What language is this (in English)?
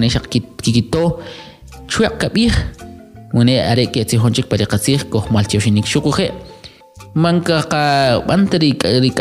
Kʼicheʼ